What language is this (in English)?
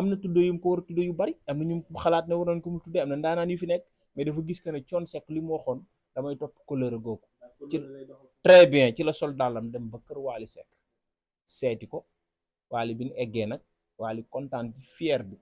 Wolof